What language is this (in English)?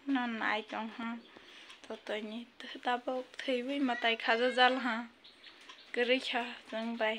Kok Borok